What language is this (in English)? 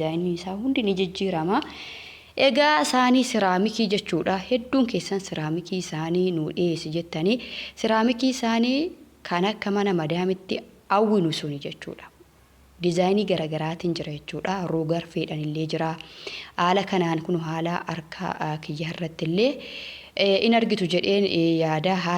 Oromo